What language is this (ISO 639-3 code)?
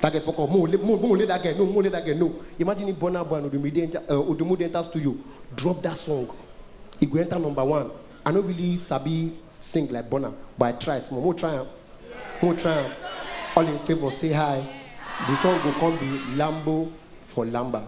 pcm